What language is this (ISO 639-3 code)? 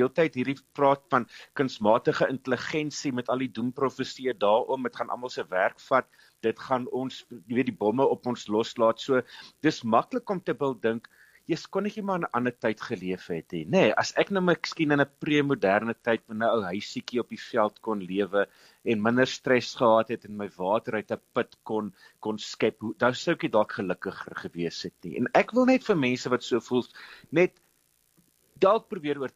afr